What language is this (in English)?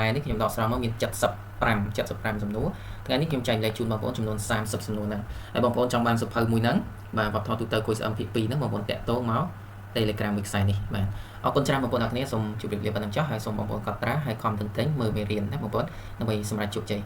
Khmer